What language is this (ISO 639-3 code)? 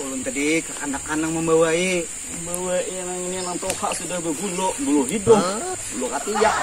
bjn